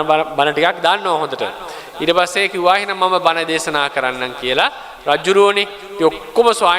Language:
Sinhala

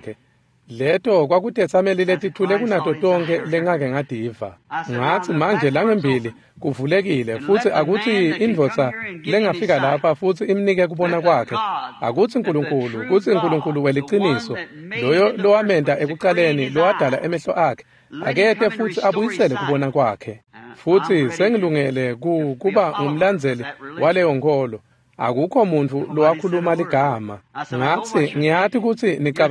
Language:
Swati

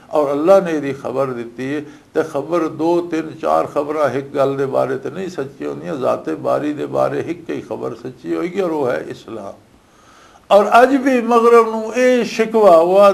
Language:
Western Panjabi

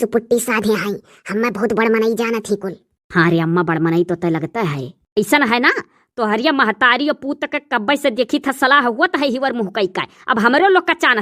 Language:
Awadhi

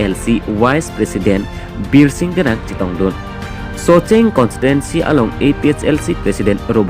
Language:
Karbi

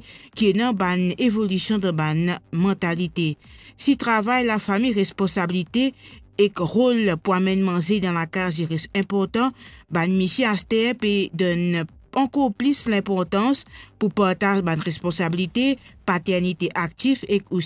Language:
Morisyen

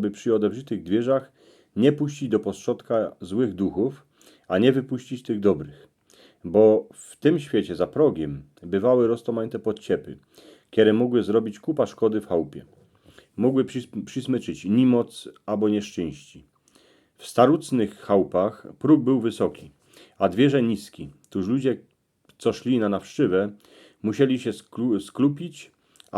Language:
Silesian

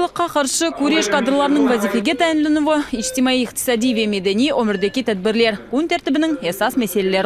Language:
Crimean Tatar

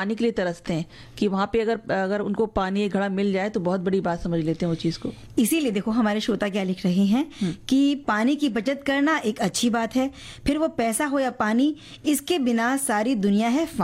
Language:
Hindi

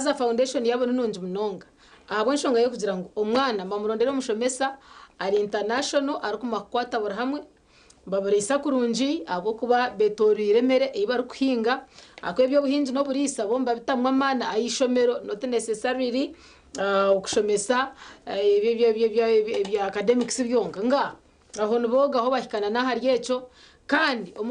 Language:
Nyankole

